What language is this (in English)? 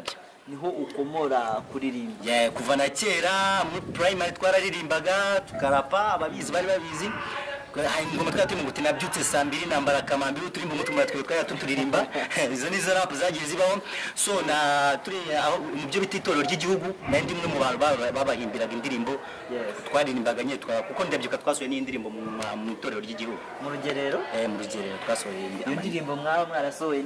Kinyarwanda